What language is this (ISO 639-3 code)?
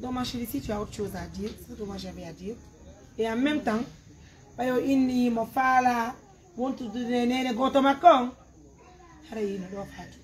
fuf